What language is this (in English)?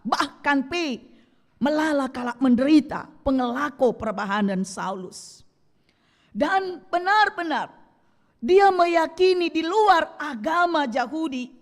Batak Karo